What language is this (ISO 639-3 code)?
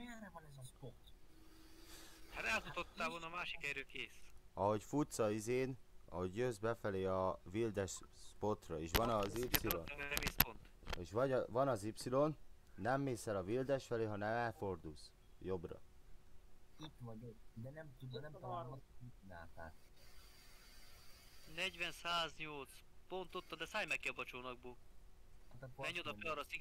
hun